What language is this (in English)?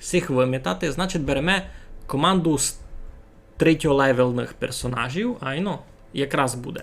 Rusyn